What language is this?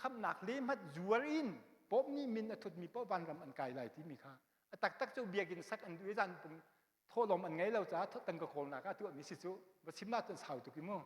Hakha Chin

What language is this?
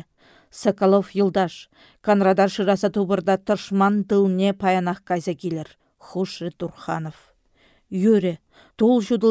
Chuvash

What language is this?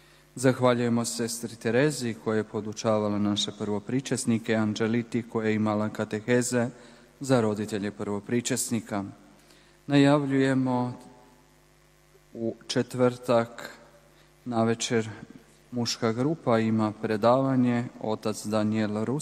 Croatian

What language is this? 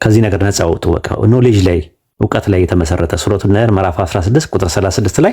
Amharic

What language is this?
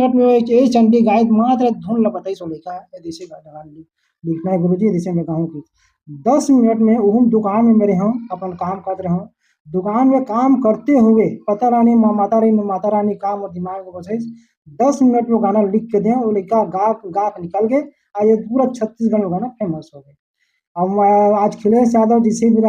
Chhattisgarhi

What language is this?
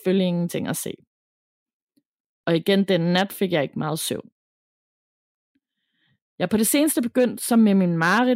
Danish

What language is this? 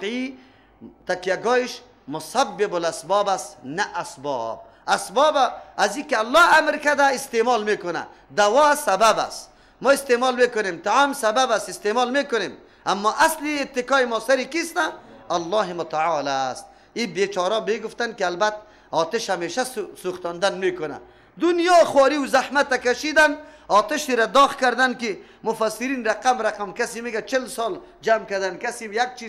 Persian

